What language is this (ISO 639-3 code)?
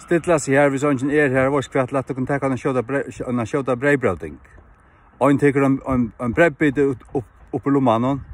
fao